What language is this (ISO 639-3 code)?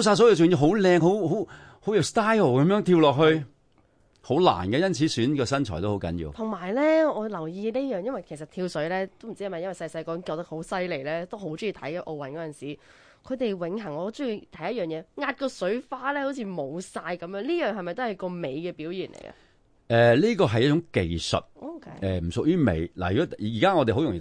yue